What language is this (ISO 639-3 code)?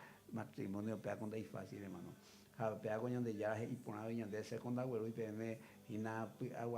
grn